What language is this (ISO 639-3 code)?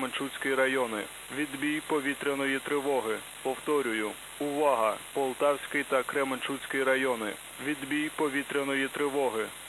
ukr